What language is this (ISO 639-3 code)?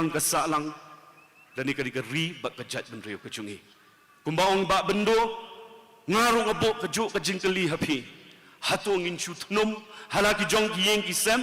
kha